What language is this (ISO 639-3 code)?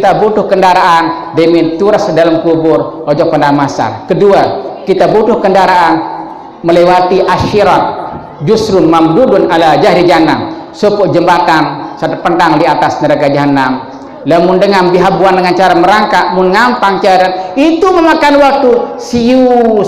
sas